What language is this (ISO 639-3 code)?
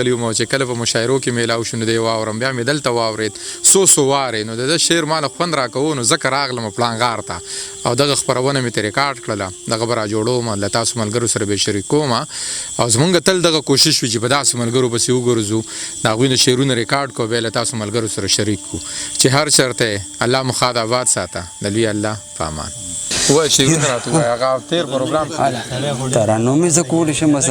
pus